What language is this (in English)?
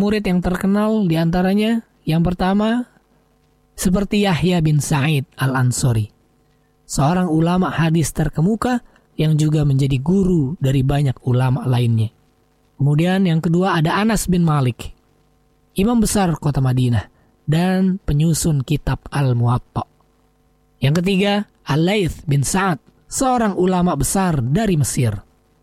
Indonesian